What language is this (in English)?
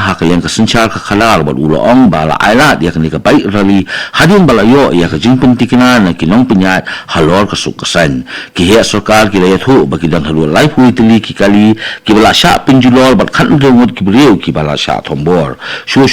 Khasi